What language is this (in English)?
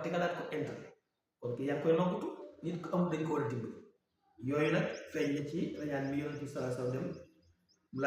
Wolof